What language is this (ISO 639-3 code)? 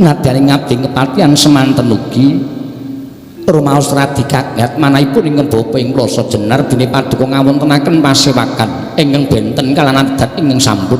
jav